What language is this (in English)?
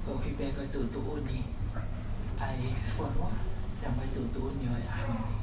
Tongan